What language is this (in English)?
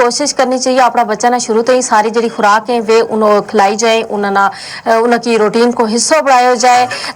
Gujari